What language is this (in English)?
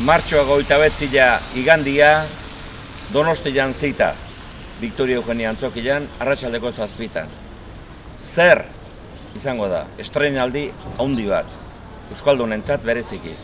Basque